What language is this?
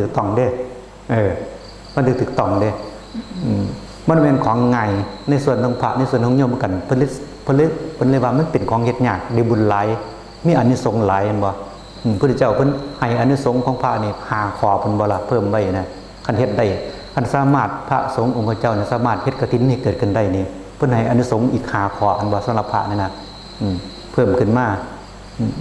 Northeastern Thai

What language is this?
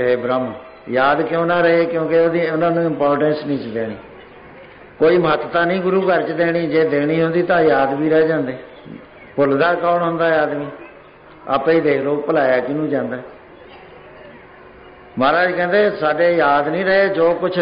Punjabi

